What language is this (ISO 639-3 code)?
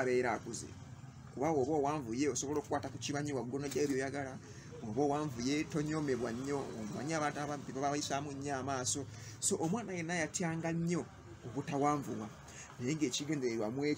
lug